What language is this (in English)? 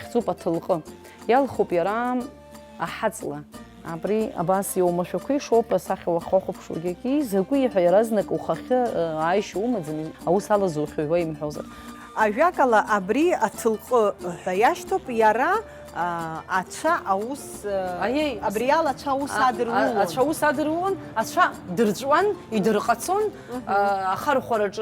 Abkhazian